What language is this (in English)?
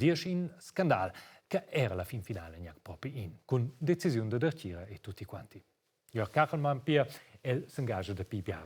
Romansh